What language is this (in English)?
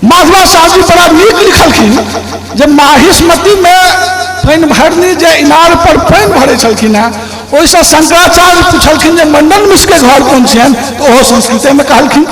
Maithili